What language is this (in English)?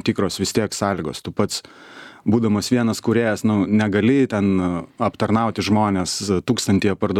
Lithuanian